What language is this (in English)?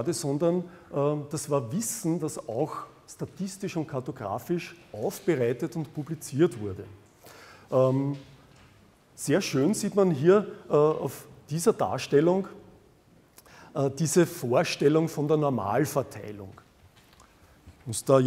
German